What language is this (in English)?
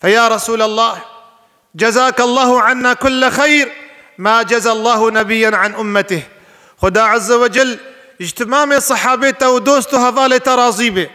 Kurdish